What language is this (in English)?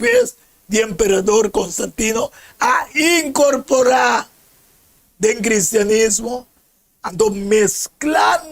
Papiamento